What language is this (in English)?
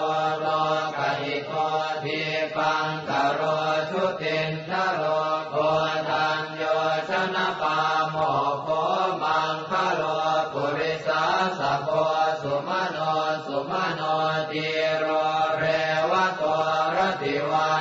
Pali